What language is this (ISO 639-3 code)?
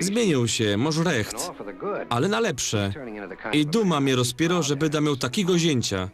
szl